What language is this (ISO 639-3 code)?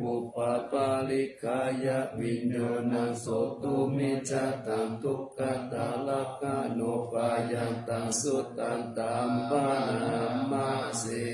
pli